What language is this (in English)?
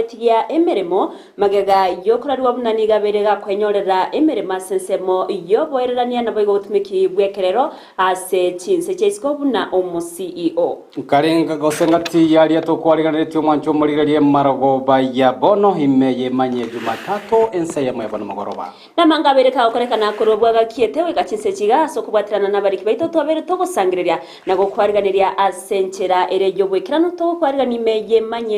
Gusii